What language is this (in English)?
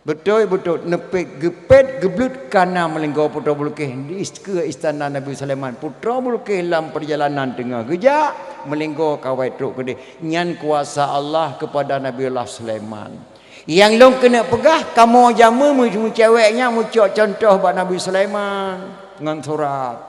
Achinese